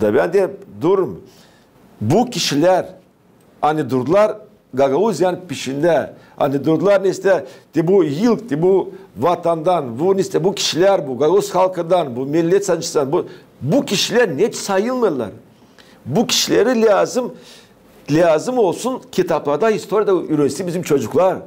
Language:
Gagauz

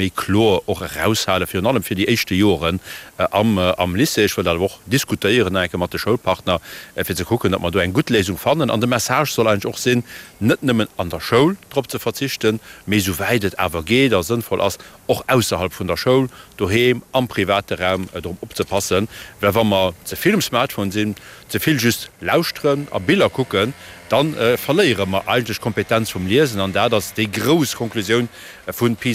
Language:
Luxembourgish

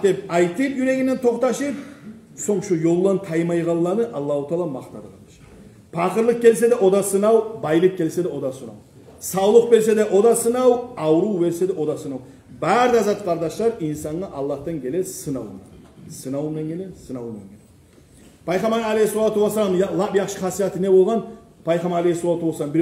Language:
Kumyk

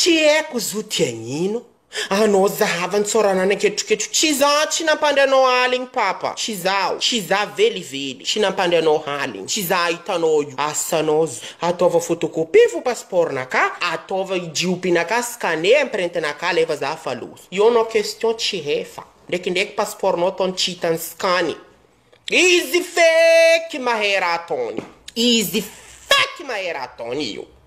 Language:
Malagasy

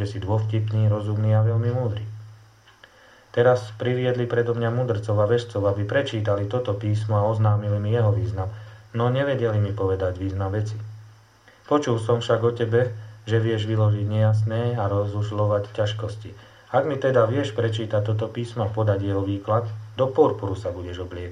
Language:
Slovak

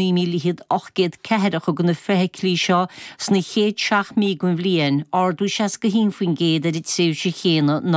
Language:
Irish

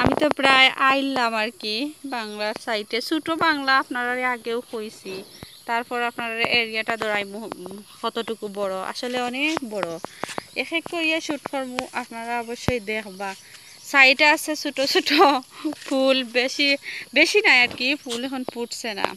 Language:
Sylheti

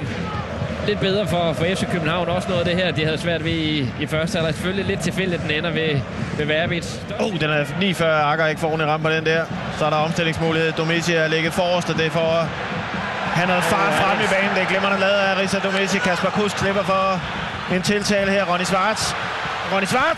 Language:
Danish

